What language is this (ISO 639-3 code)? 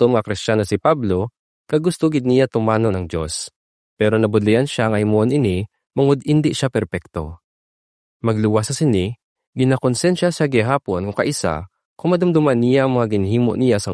hil